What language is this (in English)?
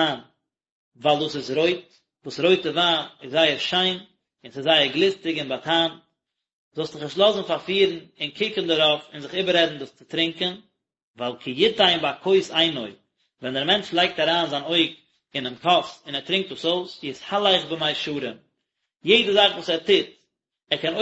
Yiddish